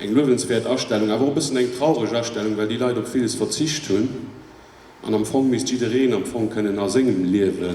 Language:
Luxembourgish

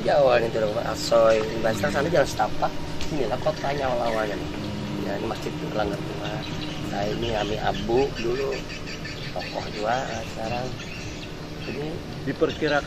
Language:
Banjar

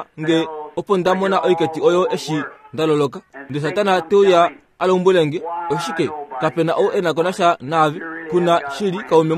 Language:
Kuanyama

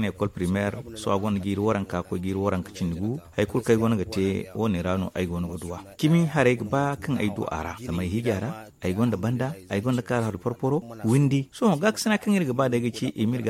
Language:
Zarma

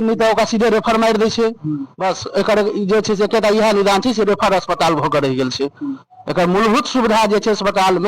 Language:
Maithili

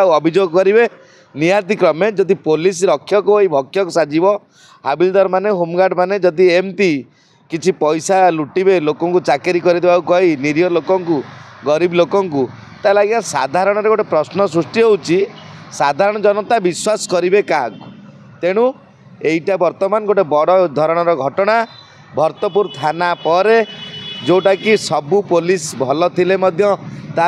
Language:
Odia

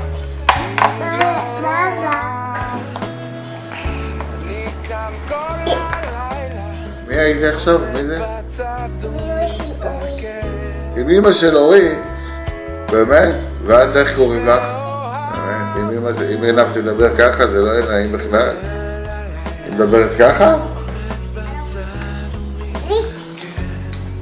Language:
Hebrew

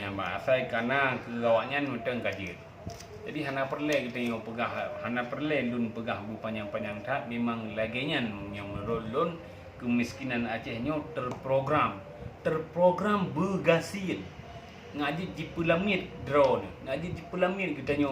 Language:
Achinese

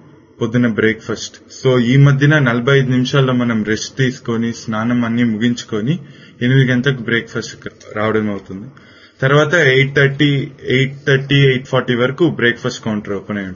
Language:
Telugu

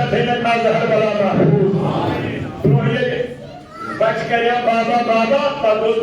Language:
Kashmiri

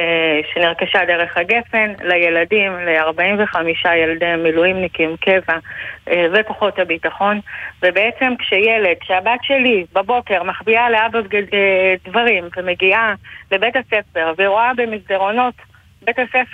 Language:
Hebrew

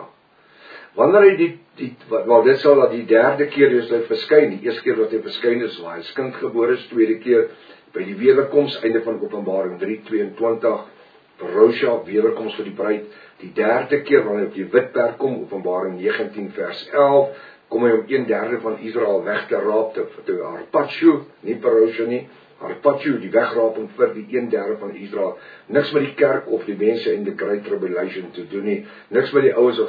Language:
Afrikaans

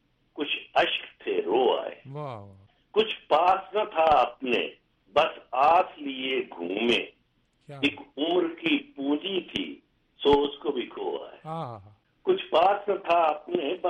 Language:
Urdu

